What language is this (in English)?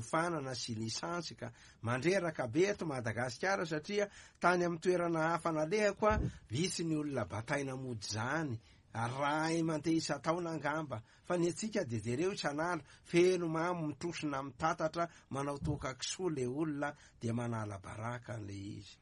Malagasy